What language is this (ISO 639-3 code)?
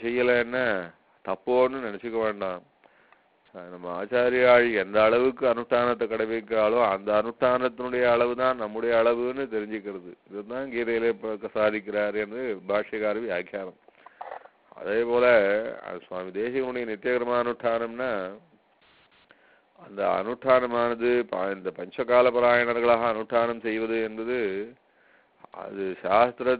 tam